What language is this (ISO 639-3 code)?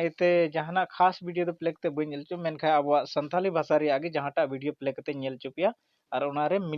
sat